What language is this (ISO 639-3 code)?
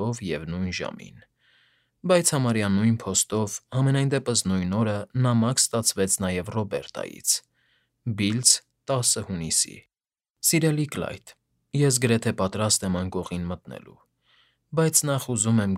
hye